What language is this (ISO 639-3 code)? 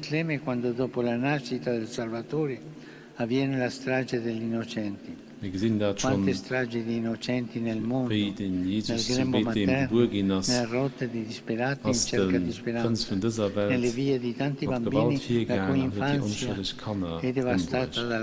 ltz